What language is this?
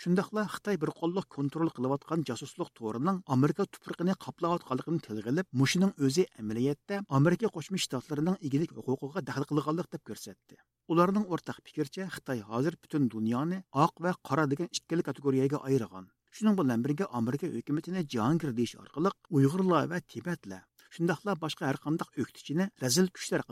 Uyghur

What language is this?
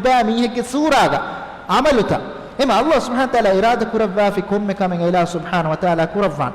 Divehi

